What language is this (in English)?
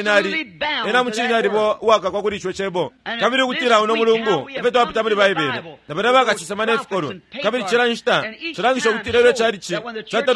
Bemba